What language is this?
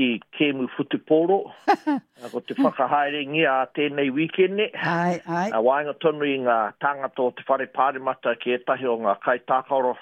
Māori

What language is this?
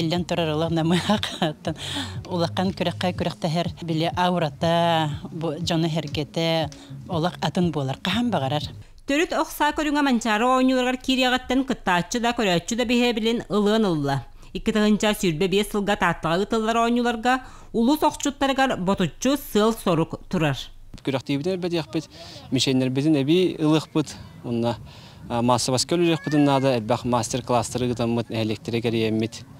Yakut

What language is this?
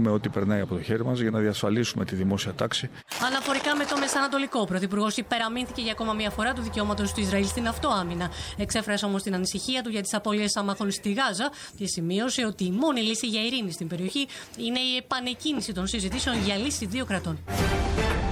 Greek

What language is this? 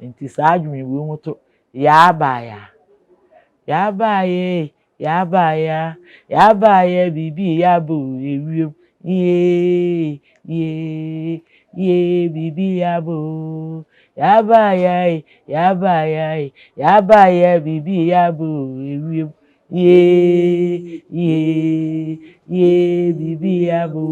Akan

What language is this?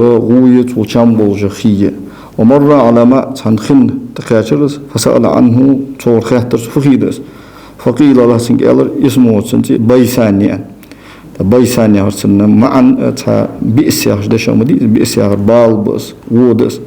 Ingush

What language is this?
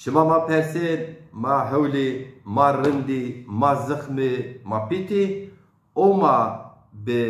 Zaza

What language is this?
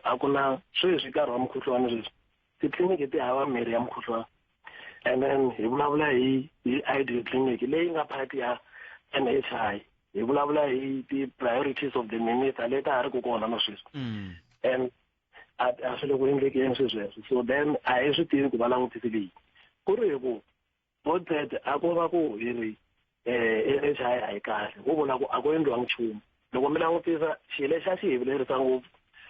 Tsonga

